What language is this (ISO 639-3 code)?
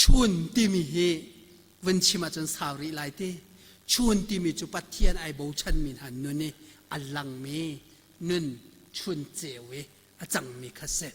cnh